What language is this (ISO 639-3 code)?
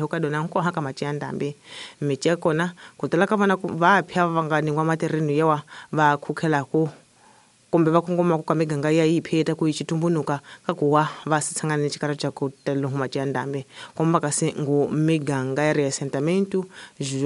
tso